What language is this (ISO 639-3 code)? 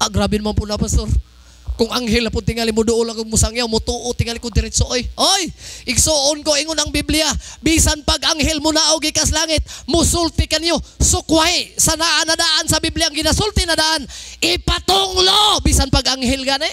ceb